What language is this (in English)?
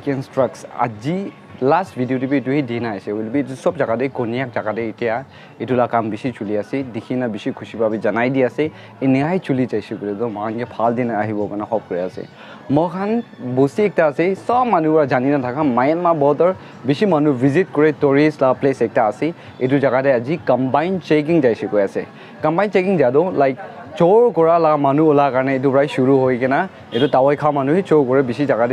Naga Pidgin